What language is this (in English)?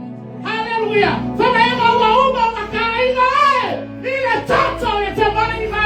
Samoan